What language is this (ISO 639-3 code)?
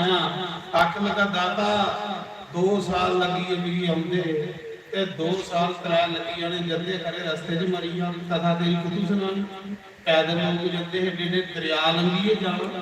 doi